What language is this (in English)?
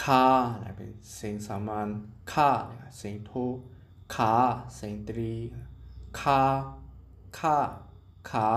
Shan